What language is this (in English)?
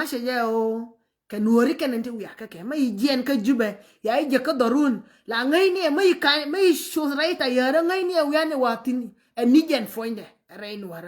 Nuer